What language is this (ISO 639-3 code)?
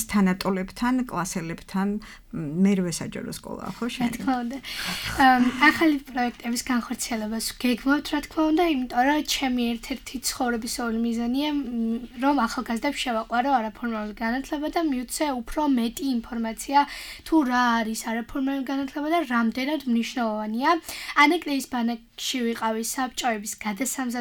kat